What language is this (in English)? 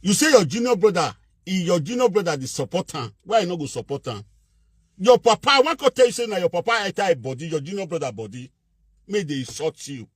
Nigerian Pidgin